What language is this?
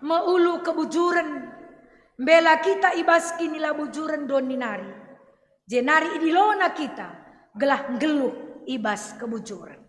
Batak Karo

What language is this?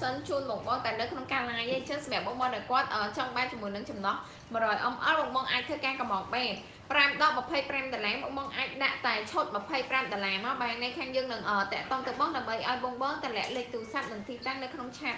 Khmer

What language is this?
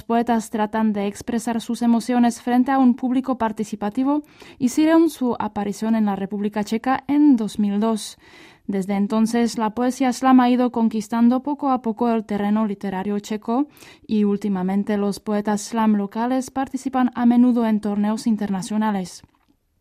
Spanish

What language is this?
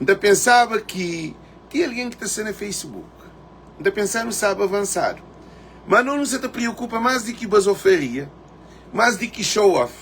Kabuverdianu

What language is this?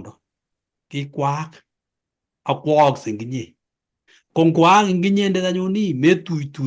Kalenjin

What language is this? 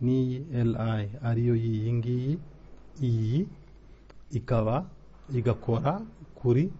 Kinyarwanda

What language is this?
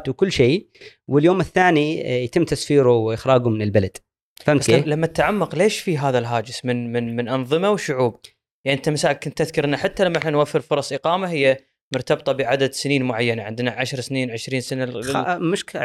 Gulf Arabic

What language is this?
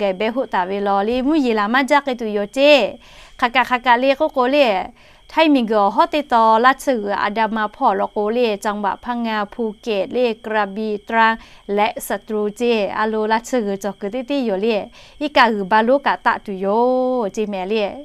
Lahu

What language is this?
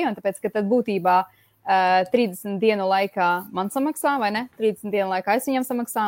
Latvian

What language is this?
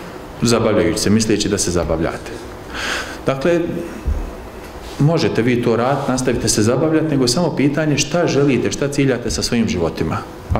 Bosnian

